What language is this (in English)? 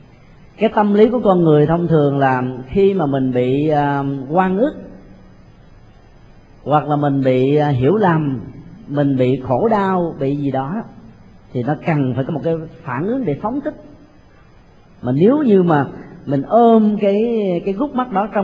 Vietnamese